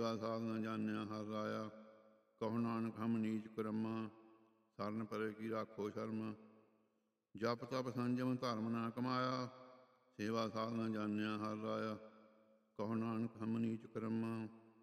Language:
Punjabi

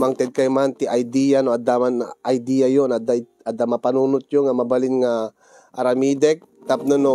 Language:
Iloko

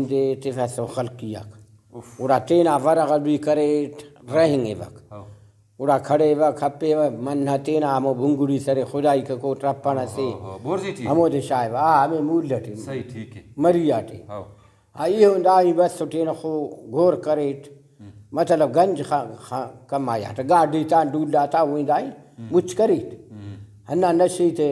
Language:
Brahui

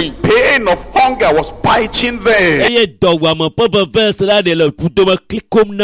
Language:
Ewe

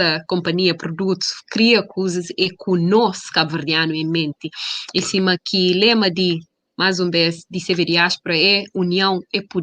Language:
Kabuverdianu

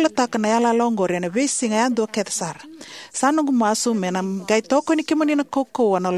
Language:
Fijian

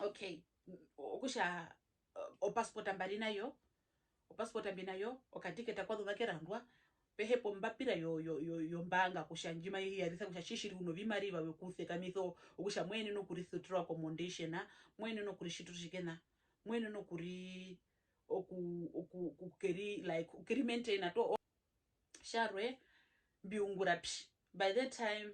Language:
Herero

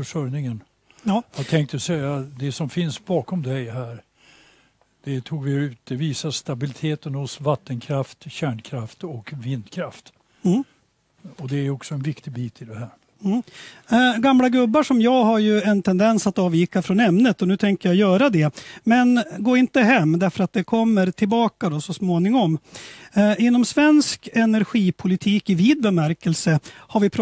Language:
Swedish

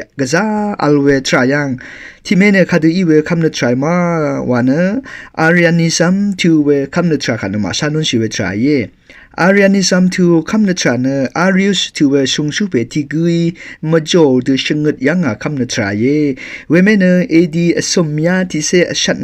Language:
Rawang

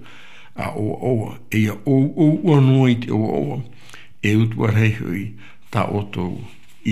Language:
Tahitian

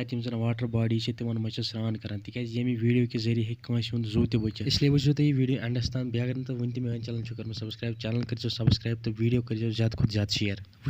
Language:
Kashmiri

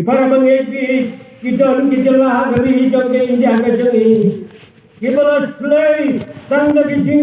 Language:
Khasi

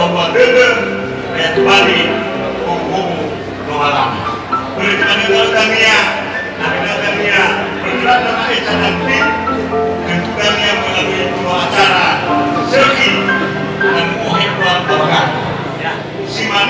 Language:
Nias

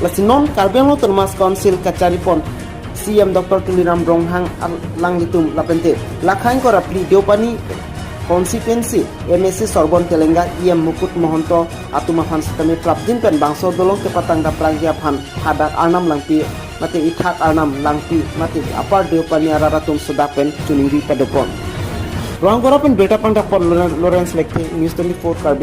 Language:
Karbi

